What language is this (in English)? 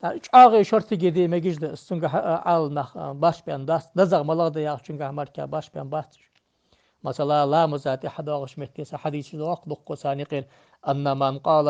Ingush